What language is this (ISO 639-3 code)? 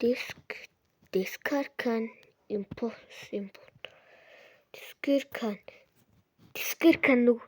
mon